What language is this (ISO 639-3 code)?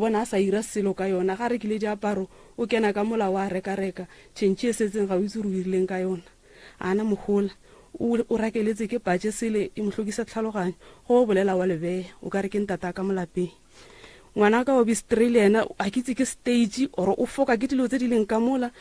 nso